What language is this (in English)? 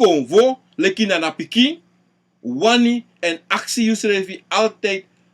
Sranan Tongo